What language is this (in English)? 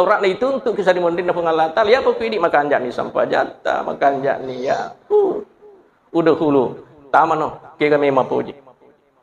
Buginese